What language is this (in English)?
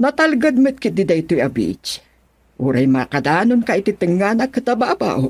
Iloko